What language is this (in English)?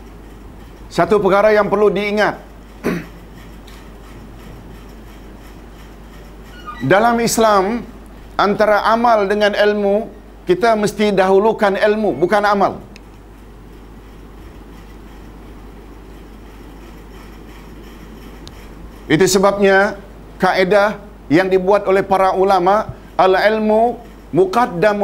Malay